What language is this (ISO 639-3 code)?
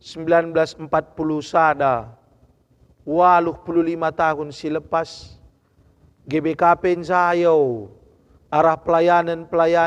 btx